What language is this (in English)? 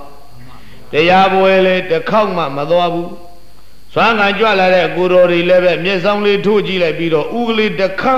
Burmese